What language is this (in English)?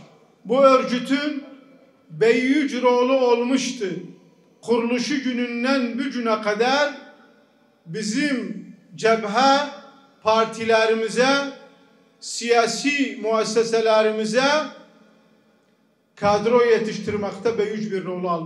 Turkish